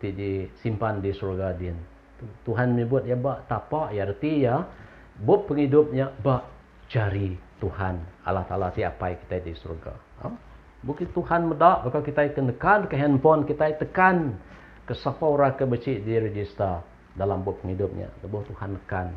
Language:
Iban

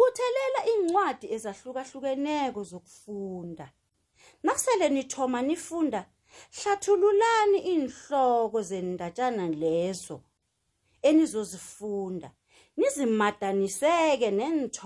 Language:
South Ndebele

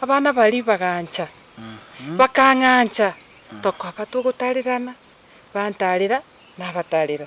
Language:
Gusii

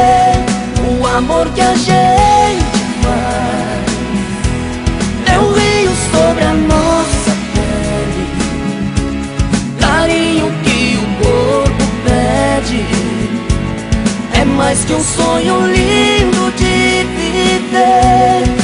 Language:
Portuguese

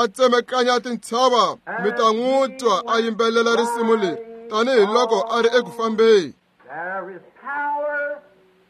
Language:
Tsonga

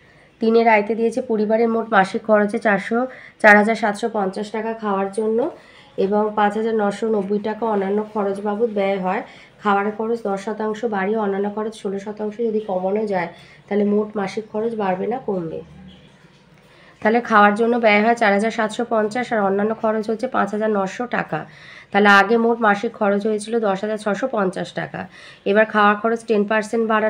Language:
Bangla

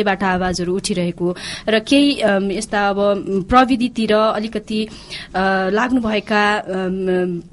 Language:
Nepali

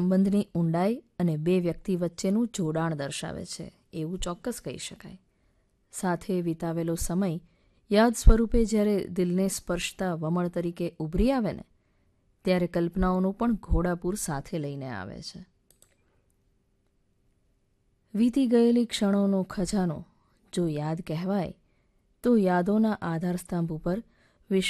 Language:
Gujarati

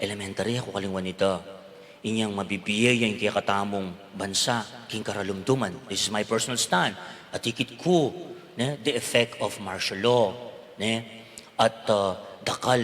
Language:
Pampanga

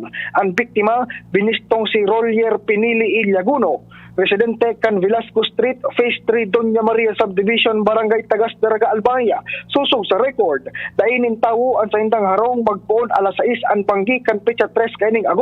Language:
Bikol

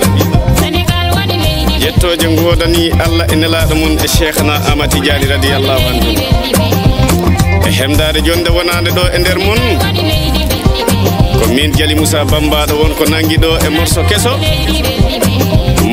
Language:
Fula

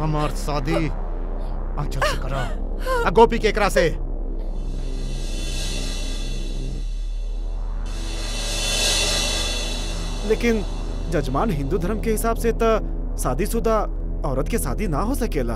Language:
Bhojpuri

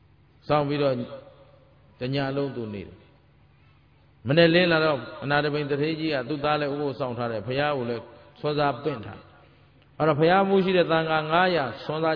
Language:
Burmese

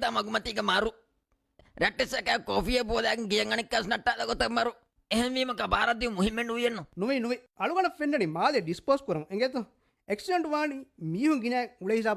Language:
Divehi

